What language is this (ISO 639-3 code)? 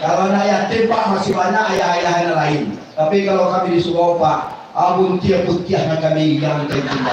min